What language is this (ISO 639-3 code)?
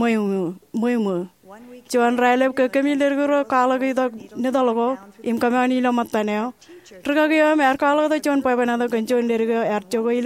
mah